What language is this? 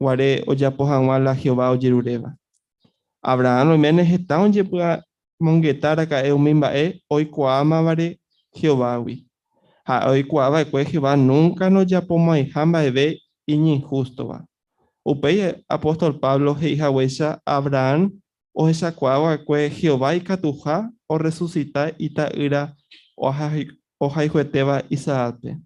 Guarani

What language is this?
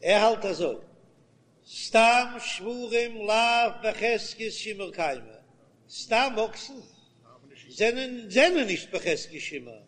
Yiddish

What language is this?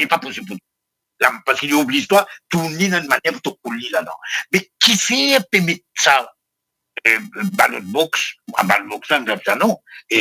Morisyen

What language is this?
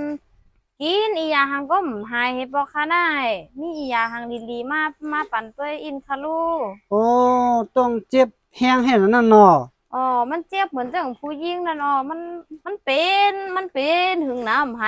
Shan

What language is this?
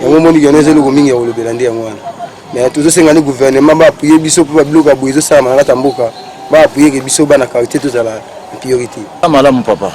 Lingala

